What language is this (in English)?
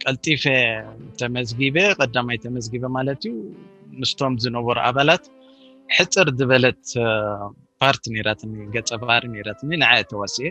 Tigrinya